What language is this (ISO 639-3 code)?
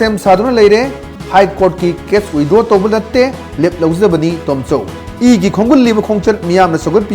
mni